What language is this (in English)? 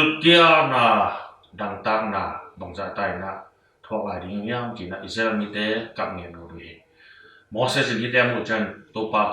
Tedim Chin